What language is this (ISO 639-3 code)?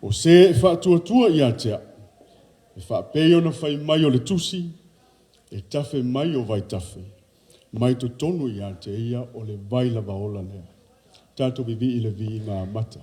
smo